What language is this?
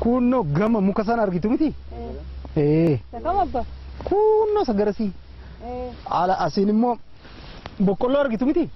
Oromo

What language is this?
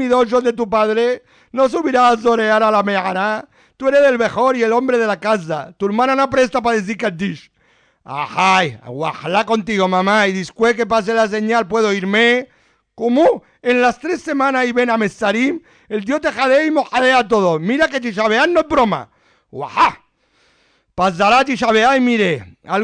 Ladino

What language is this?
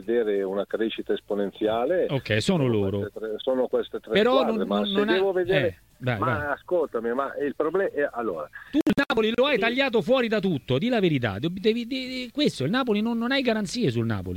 Italian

